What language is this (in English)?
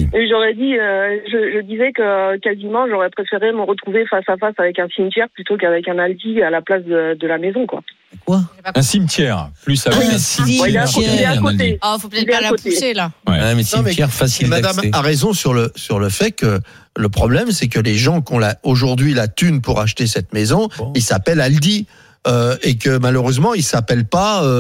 French